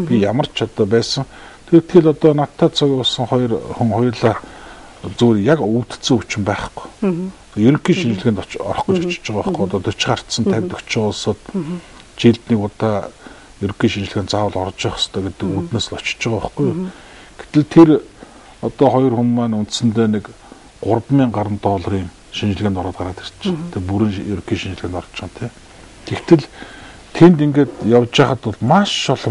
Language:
Mongolian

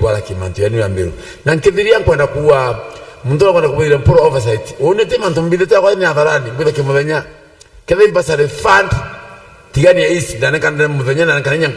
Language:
Meru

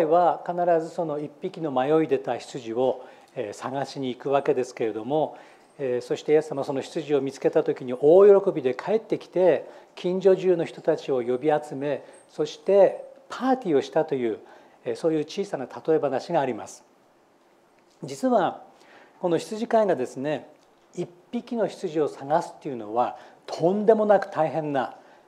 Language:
Japanese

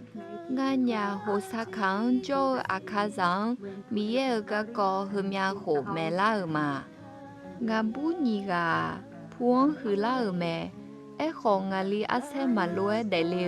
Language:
Akha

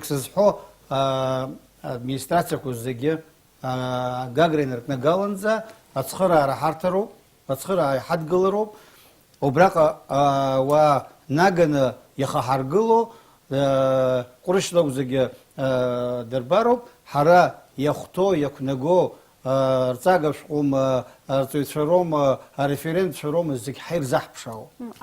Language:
Abkhazian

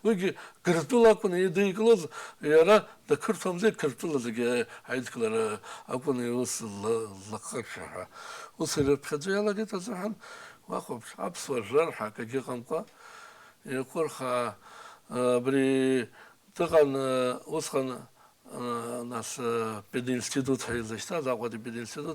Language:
Abkhazian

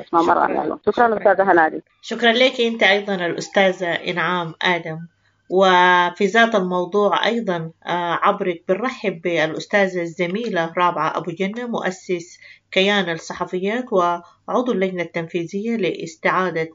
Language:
Sudanese Arabic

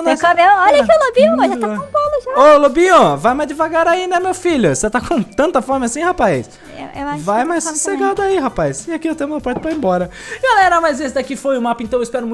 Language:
Portuguese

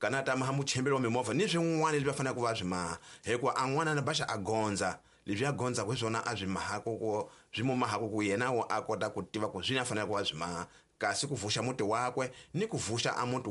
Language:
Tsonga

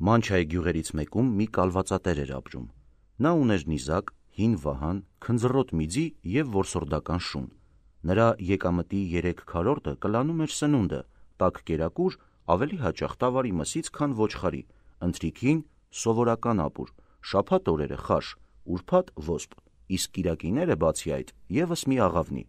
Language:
Armenian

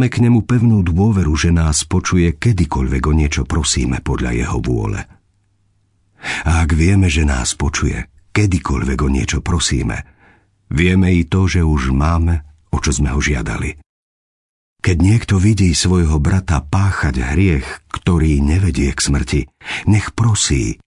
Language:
Slovak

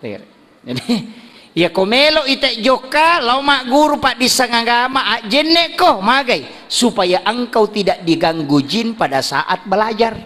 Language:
Buginese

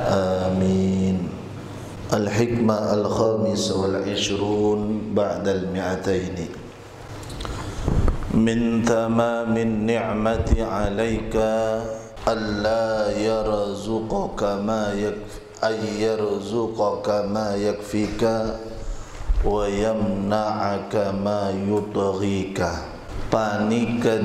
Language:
Madurese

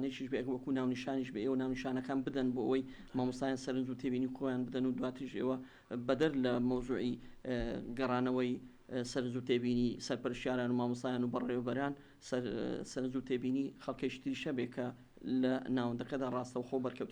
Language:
Central Kurdish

